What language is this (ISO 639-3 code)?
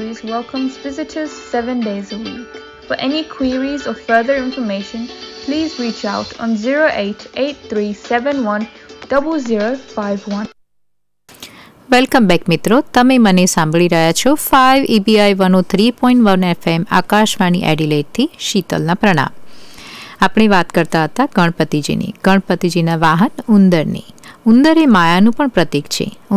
guj